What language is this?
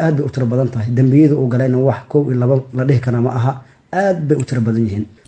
Somali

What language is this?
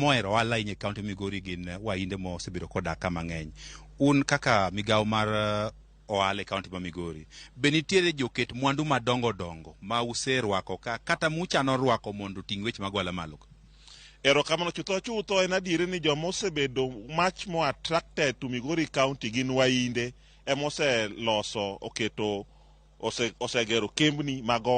Luo (Kenya and Tanzania)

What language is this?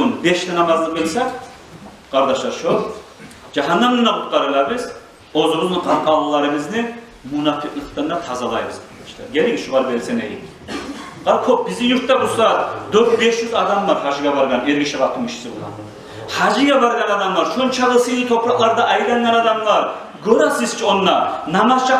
Kumyk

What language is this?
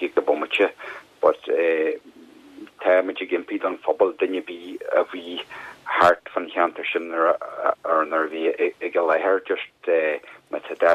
Irish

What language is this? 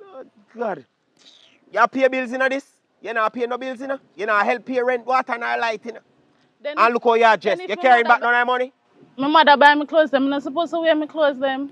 Jamaican Creole English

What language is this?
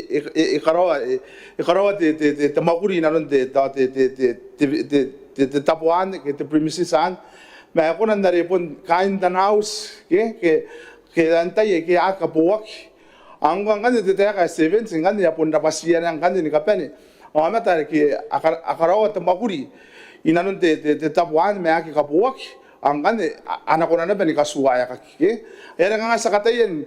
Gilbertese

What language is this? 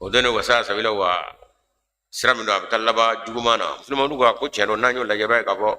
Bambara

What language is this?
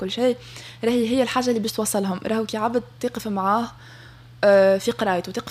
Tunisian Arabic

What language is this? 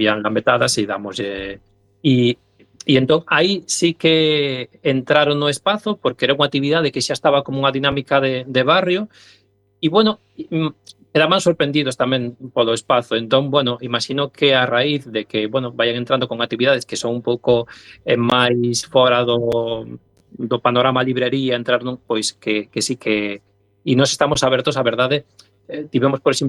Galician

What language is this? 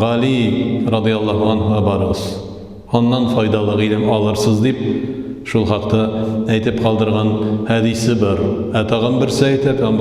Tatar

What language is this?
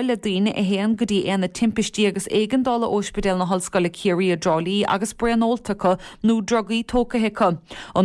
Irish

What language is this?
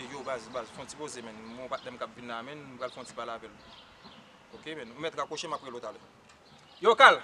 Haitian Creole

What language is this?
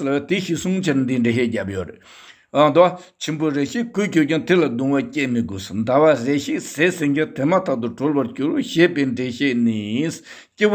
Tibetan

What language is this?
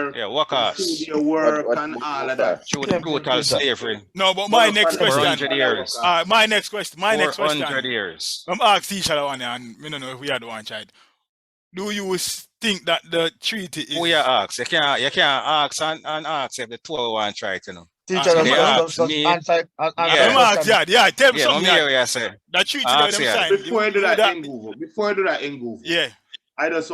Jamaican Creole English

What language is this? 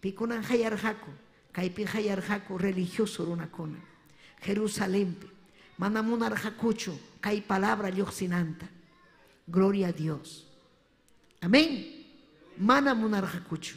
Ayacucho Quechua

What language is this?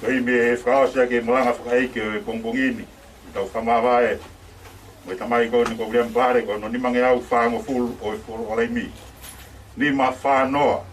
Tongan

